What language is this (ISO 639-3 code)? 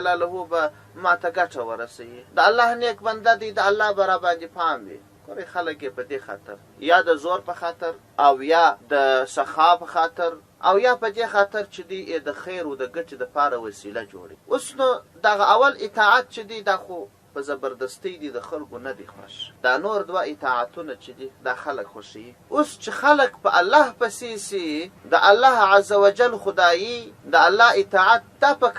pus